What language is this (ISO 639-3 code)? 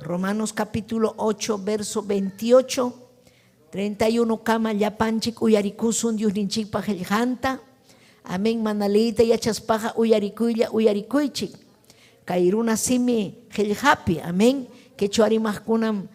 quy